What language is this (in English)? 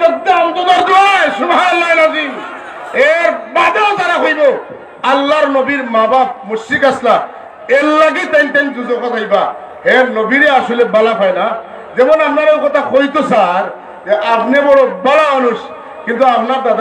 Sylheti